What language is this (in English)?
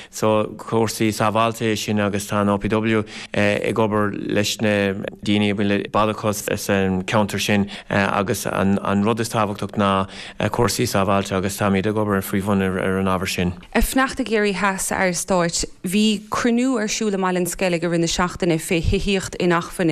Irish